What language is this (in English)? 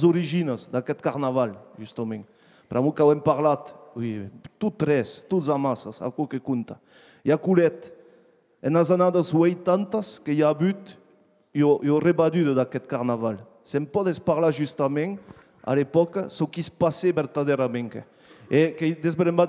Occitan